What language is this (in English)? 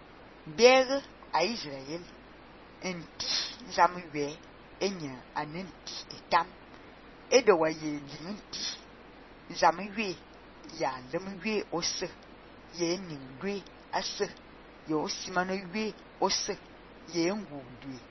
Fang